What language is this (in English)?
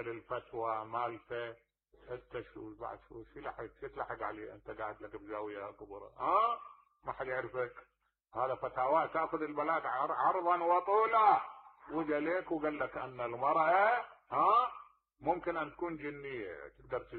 Mesopotamian Arabic